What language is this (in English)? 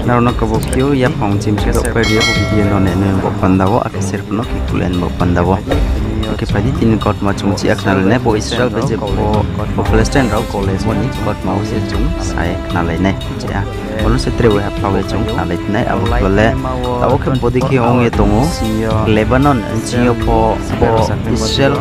Riang (India)